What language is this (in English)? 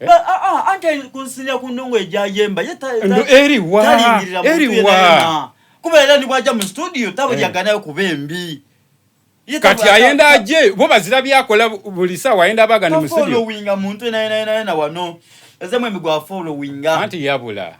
Soga